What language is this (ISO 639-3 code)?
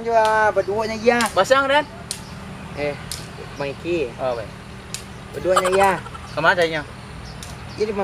min